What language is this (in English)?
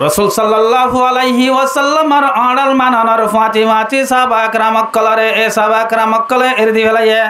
Rohingya